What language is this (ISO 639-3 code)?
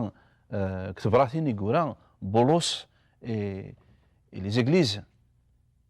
kab